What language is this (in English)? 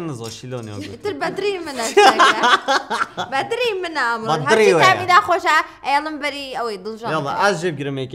Persian